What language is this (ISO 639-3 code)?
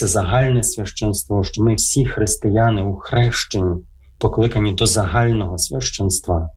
ukr